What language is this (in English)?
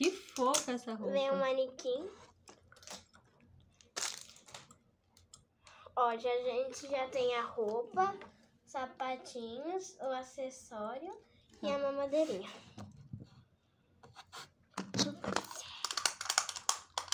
Portuguese